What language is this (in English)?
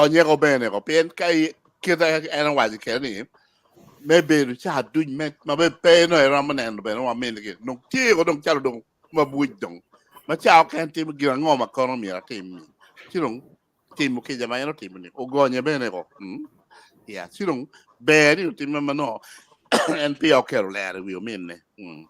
Acoli